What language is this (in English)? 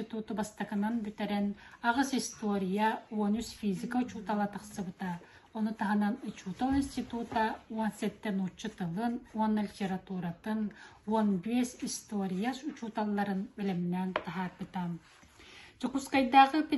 Yakut